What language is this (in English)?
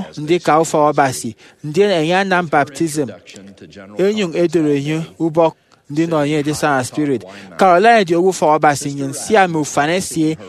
Efik